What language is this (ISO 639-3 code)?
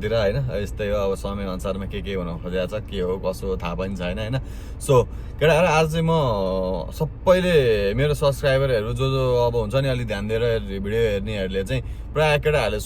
nep